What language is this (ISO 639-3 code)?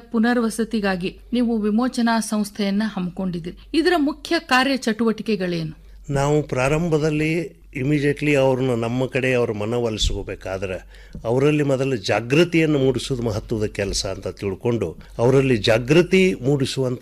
kan